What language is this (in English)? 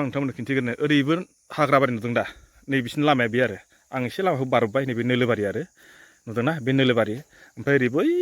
Bodo